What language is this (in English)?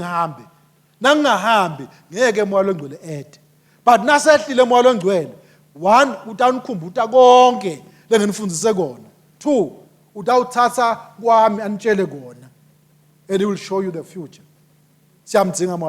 Swati